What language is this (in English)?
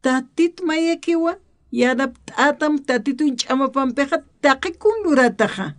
Aymara